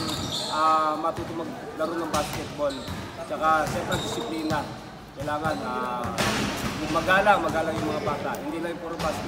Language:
Filipino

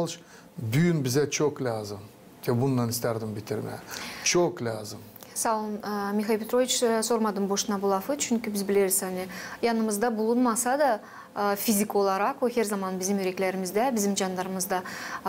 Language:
Gagauz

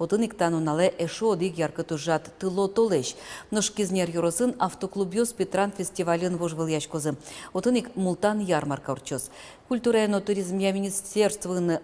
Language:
Udmurt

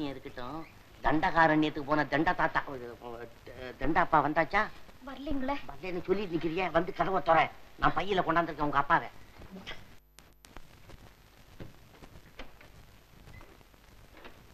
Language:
Tamil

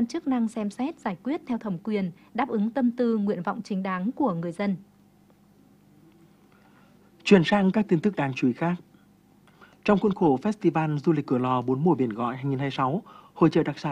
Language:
Vietnamese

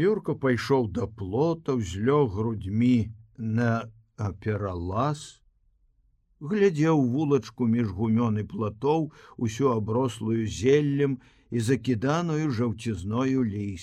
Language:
Belarusian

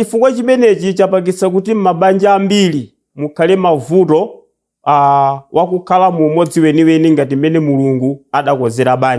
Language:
Nyanja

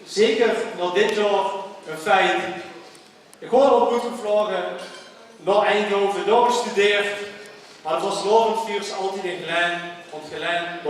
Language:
Limburgish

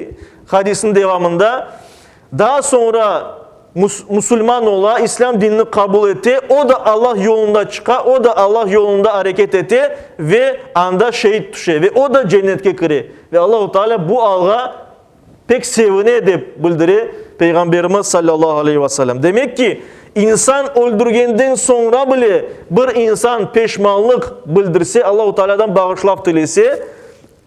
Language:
Crimean Tatar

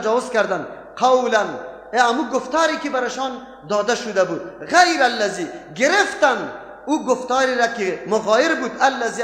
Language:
Persian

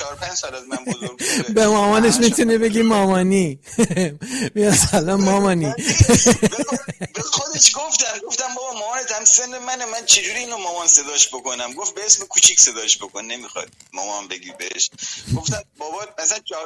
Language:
Persian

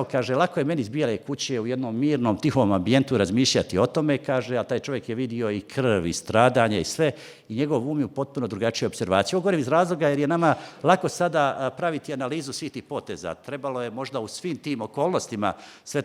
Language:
Bosnian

